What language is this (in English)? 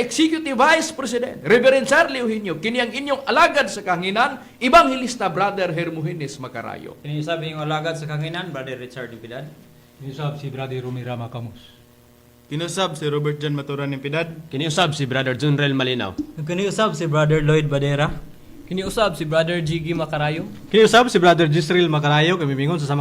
Cebuano